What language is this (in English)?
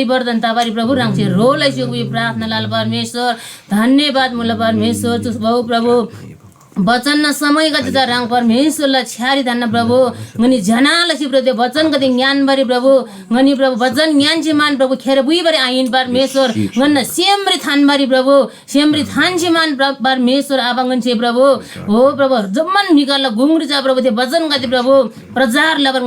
Eastern Tamang